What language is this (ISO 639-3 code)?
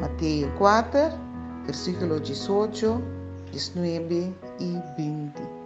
pap